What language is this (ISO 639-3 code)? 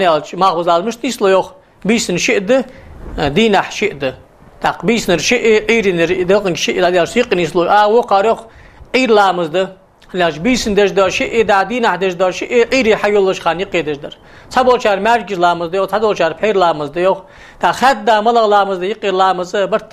inh